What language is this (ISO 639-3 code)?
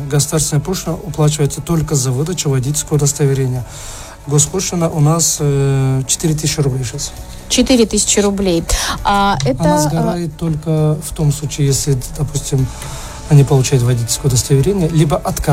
rus